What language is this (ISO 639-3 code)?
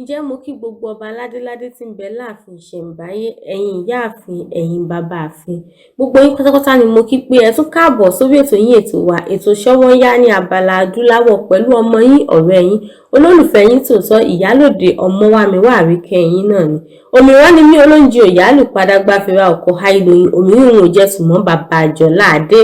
yor